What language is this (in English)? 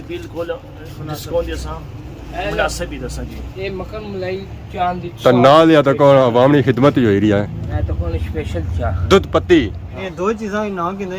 Pahari-Potwari